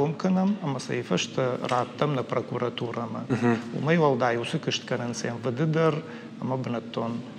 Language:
Ossetic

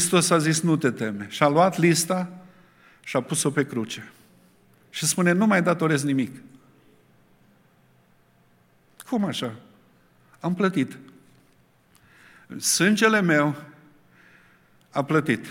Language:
Romanian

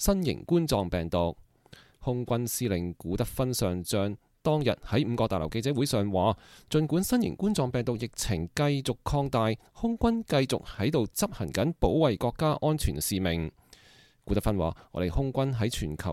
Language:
Cantonese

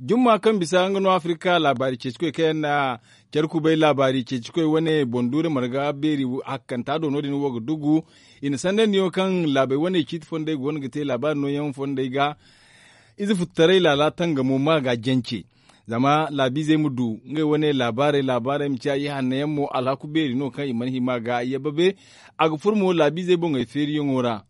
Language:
Zarma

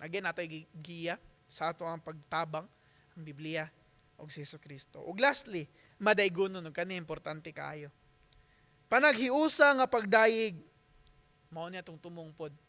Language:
Cebuano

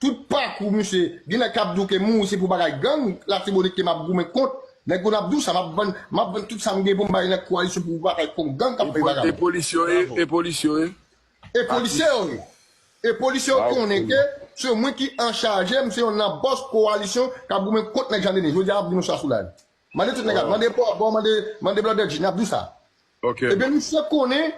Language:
Haitian Creole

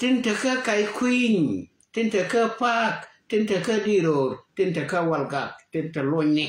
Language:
Nuer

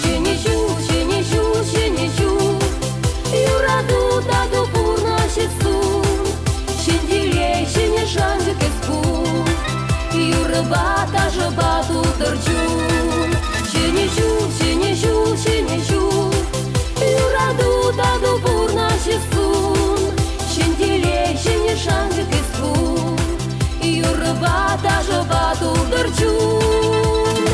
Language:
Chuvash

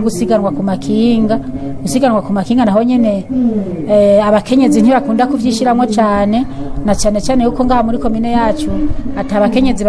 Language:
Rundi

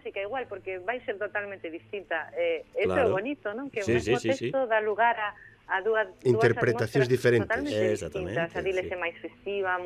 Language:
Galician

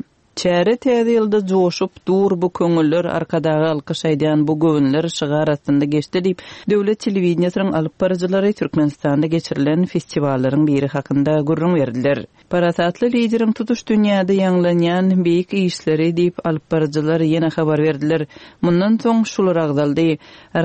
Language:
Turkmen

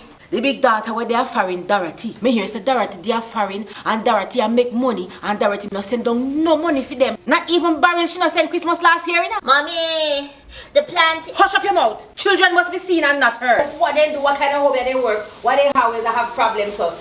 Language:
Jamaican Creole English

